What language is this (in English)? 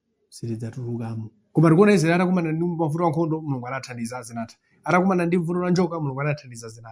Nyanja